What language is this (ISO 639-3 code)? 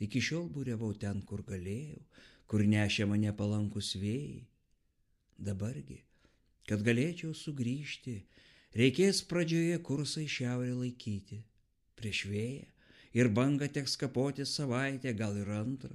lit